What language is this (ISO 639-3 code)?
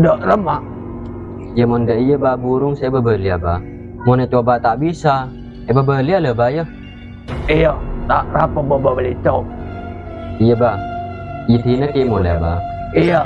mad